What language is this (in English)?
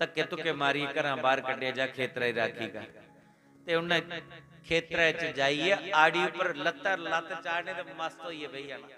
Dogri